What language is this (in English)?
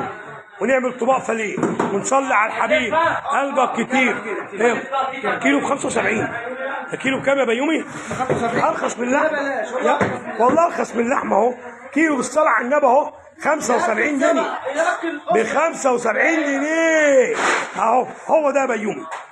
Egyptian Arabic